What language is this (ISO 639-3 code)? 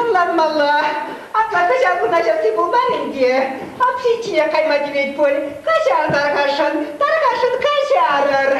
chv